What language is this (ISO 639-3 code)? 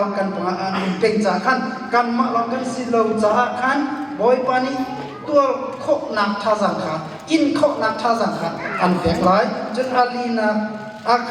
cnh